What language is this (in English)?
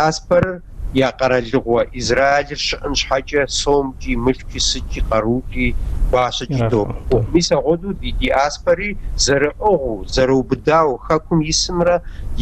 Kabardian